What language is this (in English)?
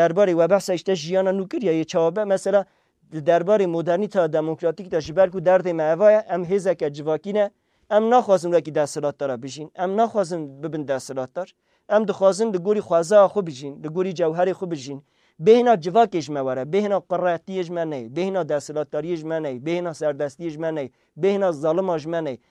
Kurdish